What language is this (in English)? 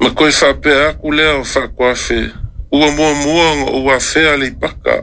Samoan